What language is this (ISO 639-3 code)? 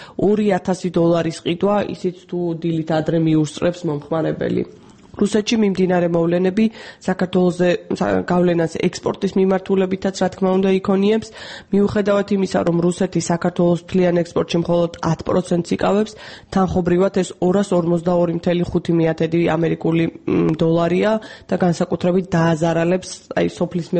kat